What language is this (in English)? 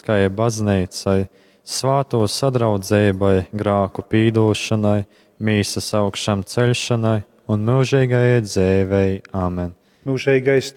Latgalian